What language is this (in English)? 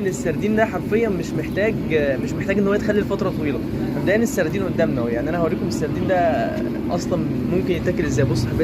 Egyptian Arabic